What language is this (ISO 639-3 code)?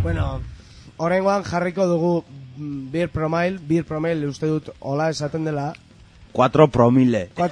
eus